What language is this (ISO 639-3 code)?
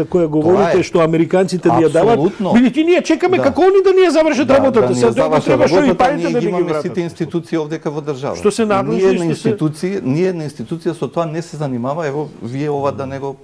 mkd